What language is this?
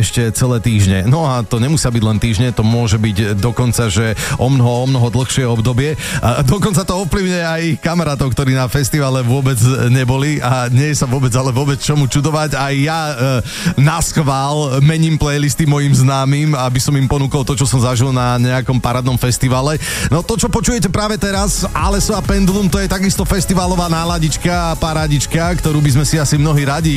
Slovak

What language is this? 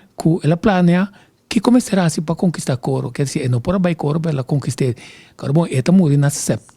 Papiamento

